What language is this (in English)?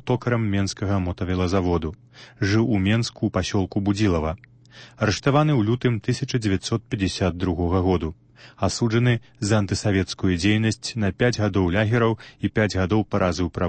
Belarusian